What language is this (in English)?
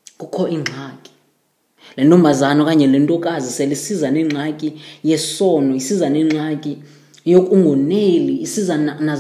Xhosa